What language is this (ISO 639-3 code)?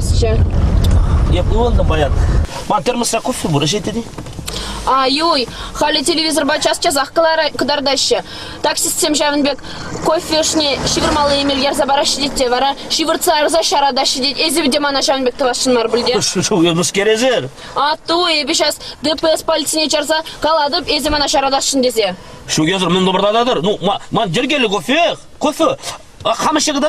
chv